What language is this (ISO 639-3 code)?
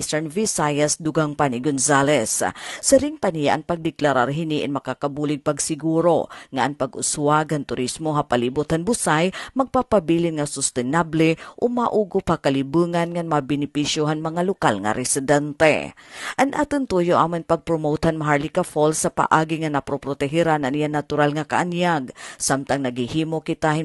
war